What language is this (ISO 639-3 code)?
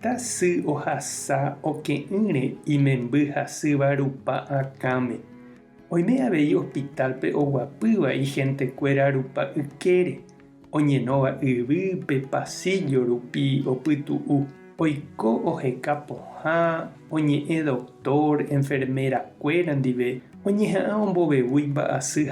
grn